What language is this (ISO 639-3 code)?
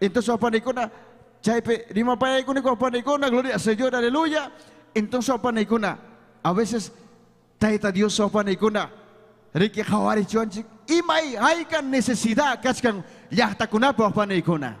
quy